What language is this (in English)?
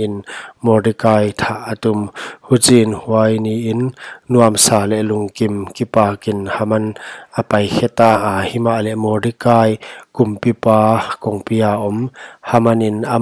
Paite Chin